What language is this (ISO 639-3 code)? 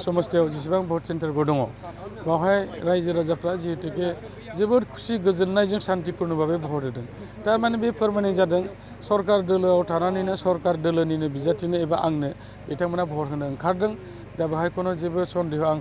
brx